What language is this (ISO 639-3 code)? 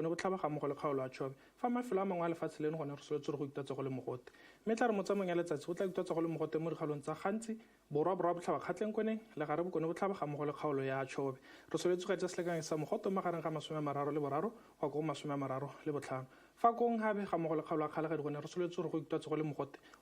tsn